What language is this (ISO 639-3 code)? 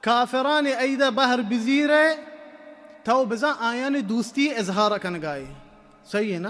bal